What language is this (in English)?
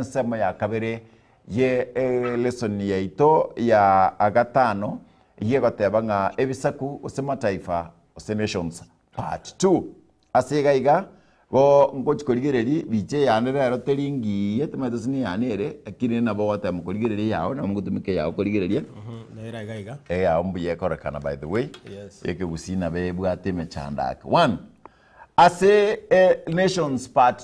Gusii